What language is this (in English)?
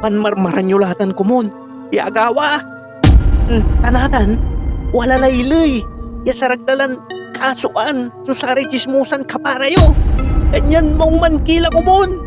Pangasinan